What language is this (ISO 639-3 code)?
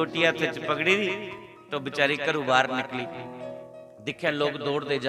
doi